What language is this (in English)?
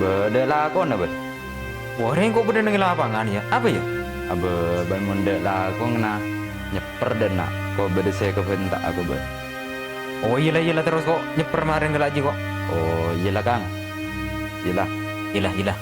Madurese